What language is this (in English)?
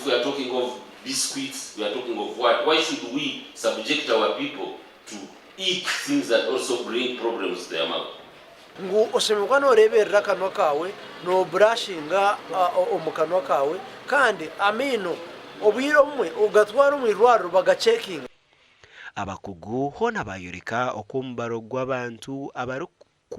Nyankole